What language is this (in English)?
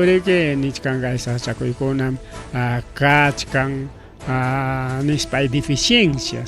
Ayacucho Quechua